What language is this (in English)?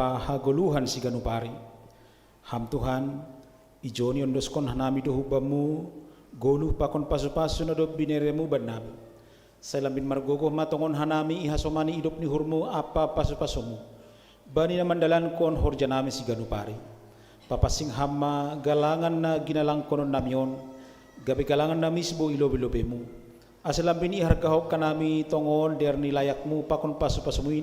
Batak Simalungun